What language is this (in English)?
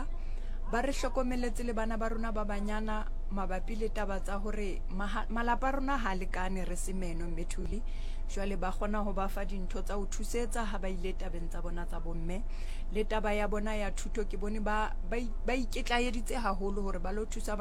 Southern Sotho